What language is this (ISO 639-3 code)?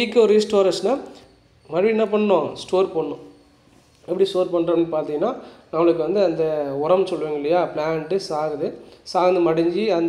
tam